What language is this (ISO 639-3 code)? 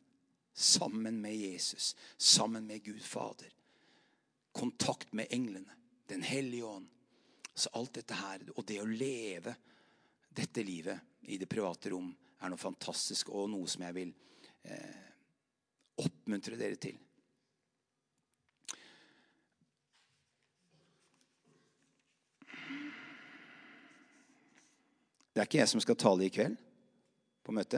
nor